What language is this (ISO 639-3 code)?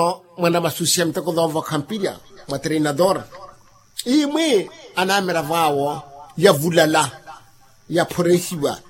vmw